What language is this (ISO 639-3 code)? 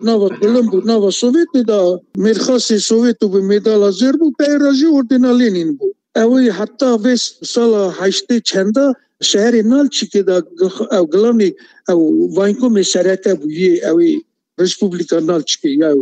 kur